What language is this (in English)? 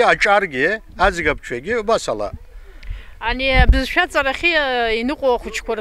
Abkhazian